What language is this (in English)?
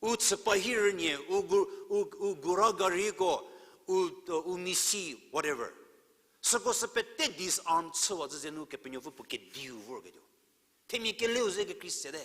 Angami Naga